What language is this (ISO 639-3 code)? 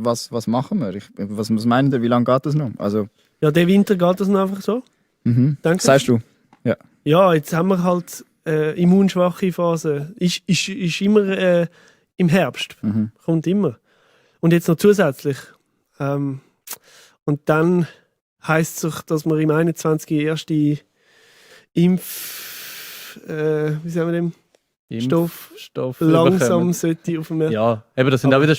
gsw